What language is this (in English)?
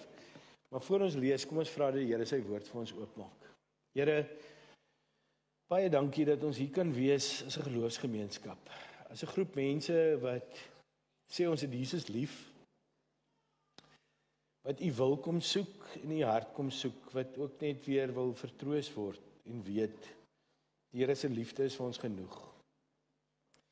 Afrikaans